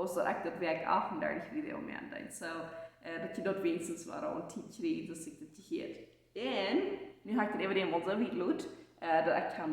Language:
Plautdietsch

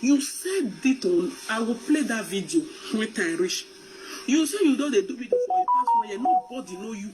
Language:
Nigerian Pidgin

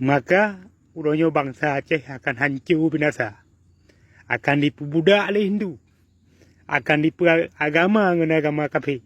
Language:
Achinese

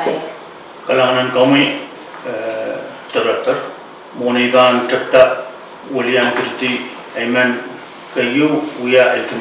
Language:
Pohnpeian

